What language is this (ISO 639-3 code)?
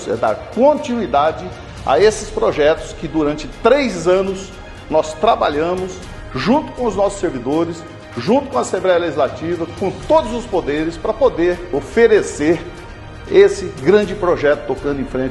por